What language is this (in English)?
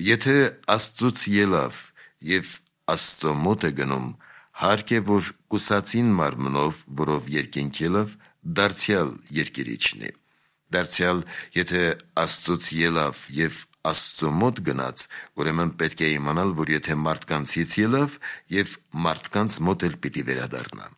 Armenian